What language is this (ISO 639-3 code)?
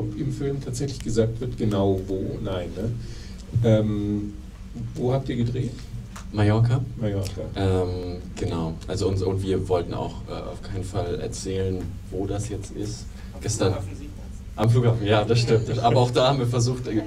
deu